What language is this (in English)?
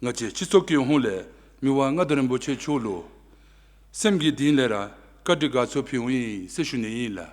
Dzongkha